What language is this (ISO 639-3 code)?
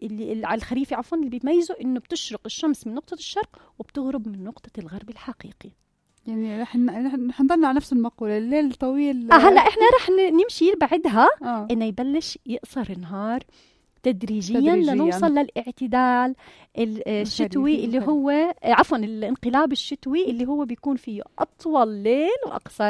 apc